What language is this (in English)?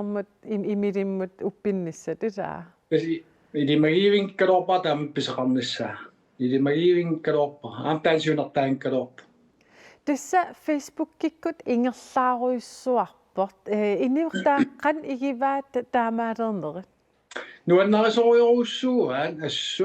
Kalaallisut